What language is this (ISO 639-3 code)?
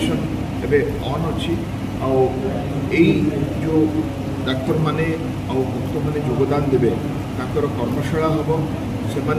ori